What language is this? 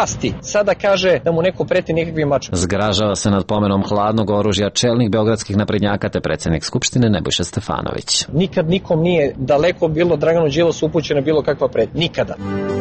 Serbian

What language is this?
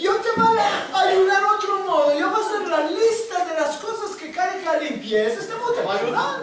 Ladino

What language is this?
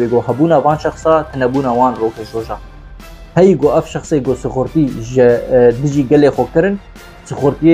Kurdish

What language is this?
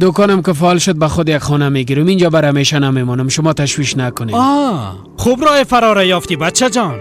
Persian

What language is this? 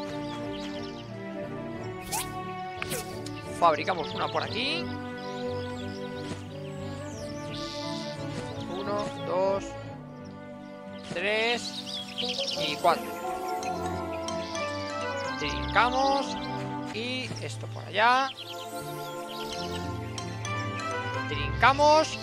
Spanish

